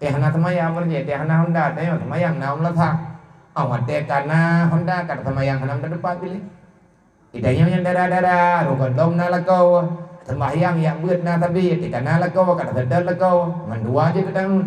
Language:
Achinese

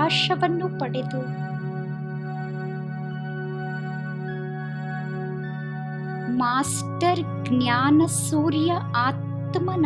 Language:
Kannada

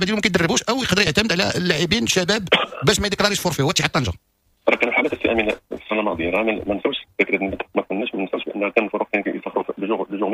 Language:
Moroccan Arabic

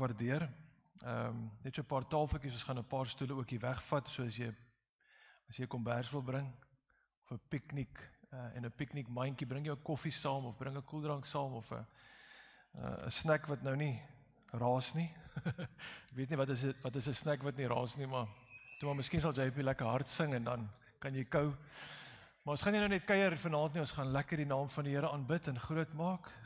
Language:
Afrikaans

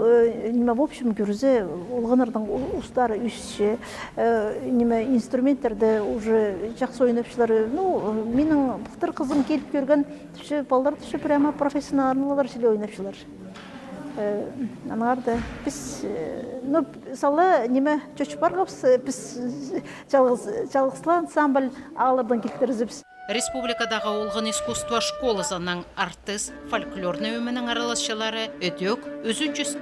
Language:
Khakas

